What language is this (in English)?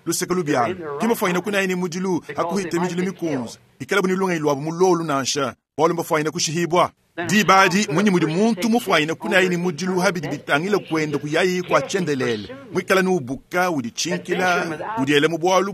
Luba-Lulua